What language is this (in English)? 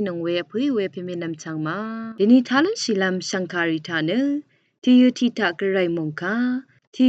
Rawang